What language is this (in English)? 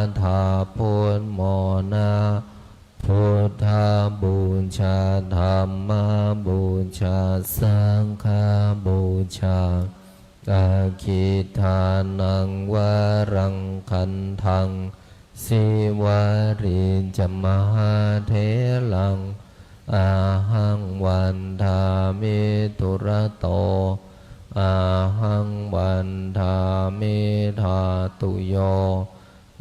Pali